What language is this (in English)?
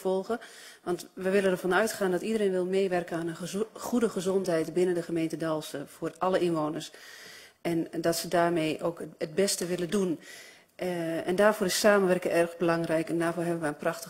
Dutch